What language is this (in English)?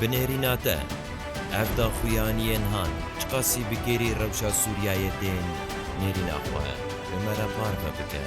Kurdish